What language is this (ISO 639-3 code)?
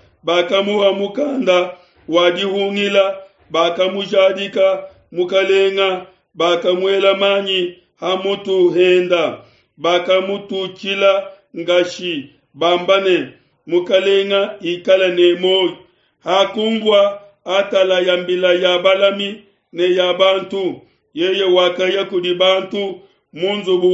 lua